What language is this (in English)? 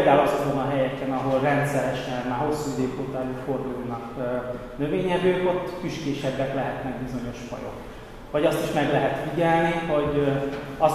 Hungarian